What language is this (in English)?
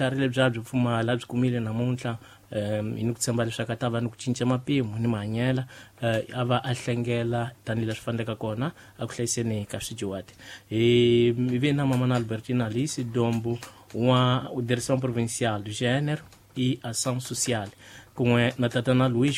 Tsonga